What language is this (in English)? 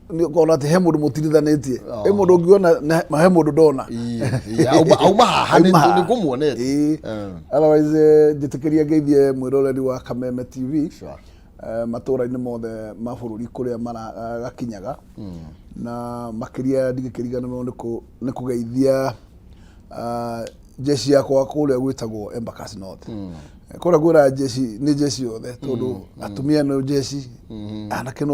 Kikuyu